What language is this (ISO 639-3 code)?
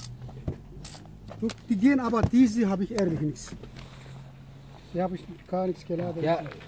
deu